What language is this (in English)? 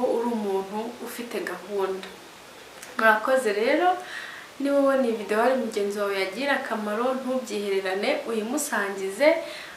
Kinyarwanda